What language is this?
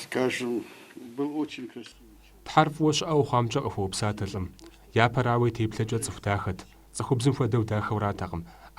Kabardian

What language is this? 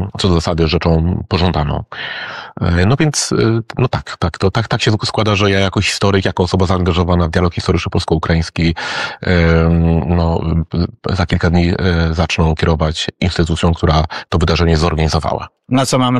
Polish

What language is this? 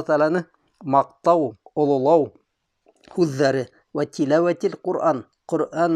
Bashkir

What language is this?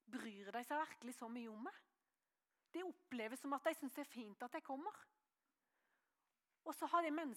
Norwegian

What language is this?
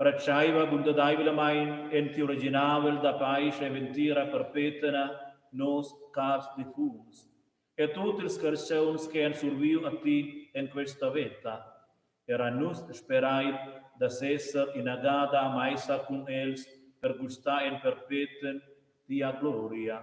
Romansh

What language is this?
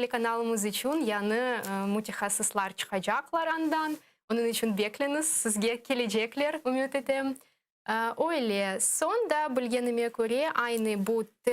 Crimean Tatar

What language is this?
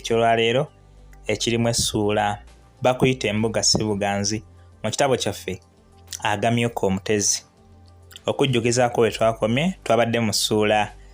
Ganda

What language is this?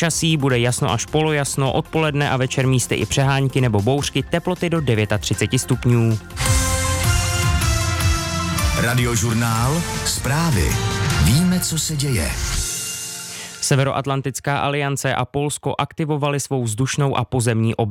Czech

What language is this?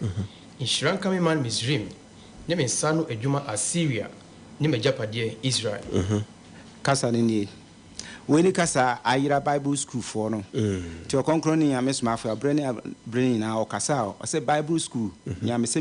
Akan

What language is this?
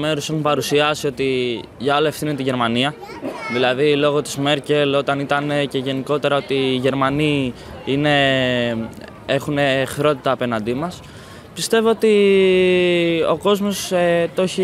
Greek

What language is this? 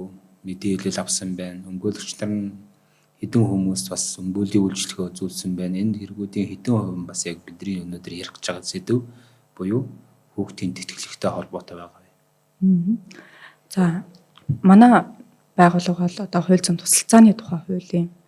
Mongolian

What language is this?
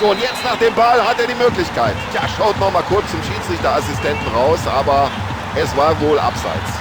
Bavarian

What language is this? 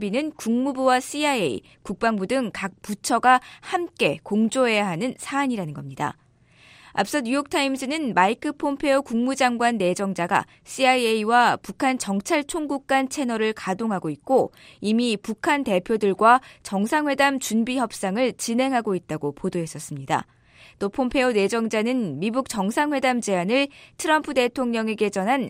Korean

